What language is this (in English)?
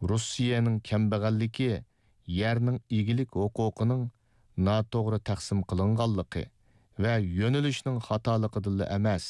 Uyghur